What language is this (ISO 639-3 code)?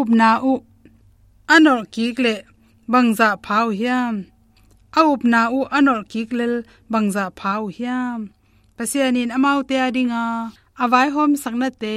ctd